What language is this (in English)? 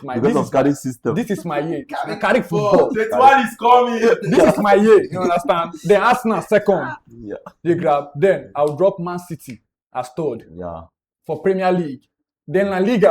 Nigerian Pidgin